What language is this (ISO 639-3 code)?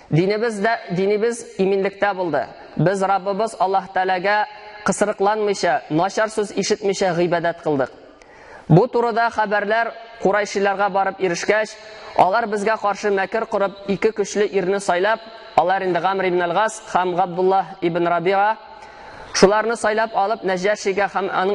tat